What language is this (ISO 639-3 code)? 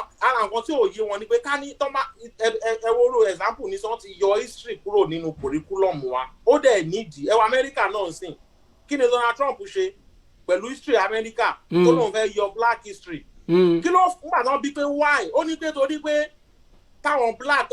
yor